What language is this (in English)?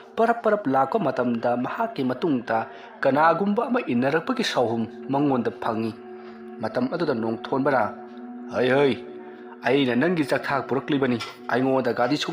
Manipuri